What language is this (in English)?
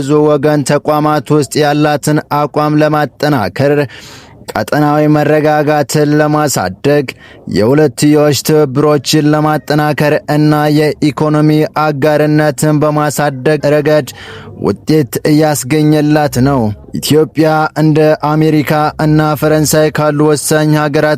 Amharic